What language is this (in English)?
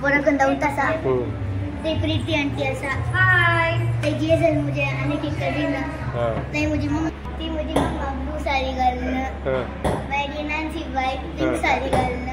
Konkani